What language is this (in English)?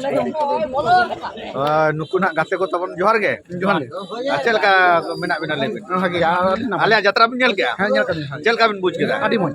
Santali